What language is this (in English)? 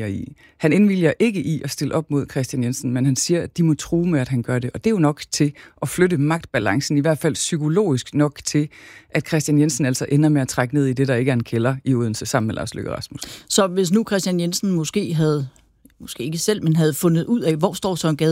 Danish